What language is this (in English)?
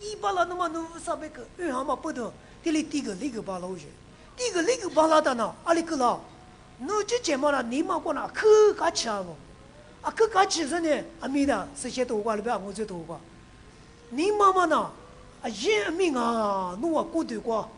Lisu